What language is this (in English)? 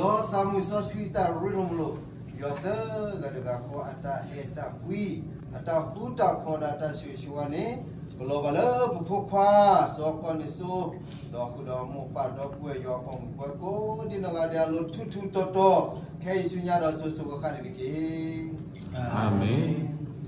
S'gaw Karen